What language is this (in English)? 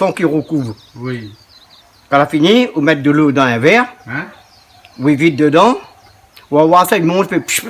Réunion Creole French